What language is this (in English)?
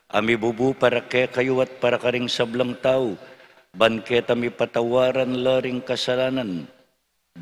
Pampanga